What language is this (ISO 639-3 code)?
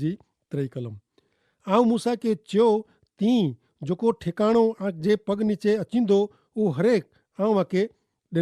kfr